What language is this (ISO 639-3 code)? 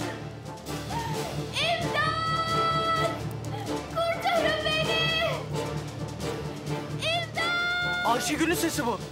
tur